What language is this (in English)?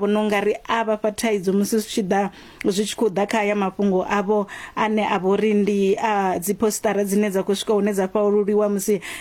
Venda